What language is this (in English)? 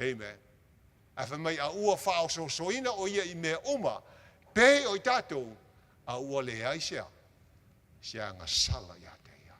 Samoan